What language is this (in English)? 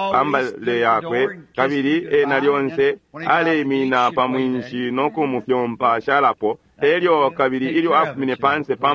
Bemba